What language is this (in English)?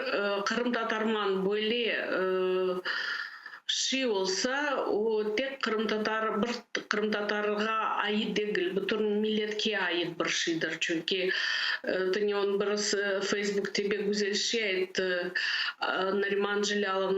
Crimean Tatar